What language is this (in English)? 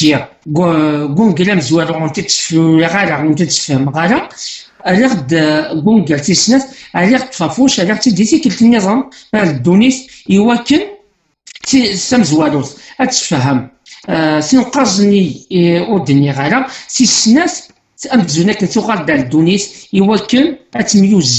Kabyle